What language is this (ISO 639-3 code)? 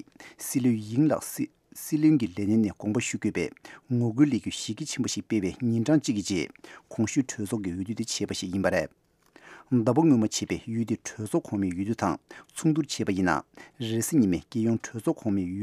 bod